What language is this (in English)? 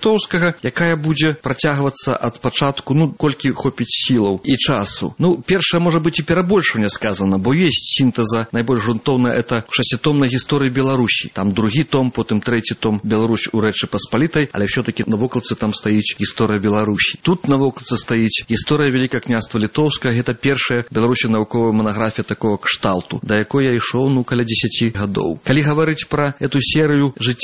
Belarusian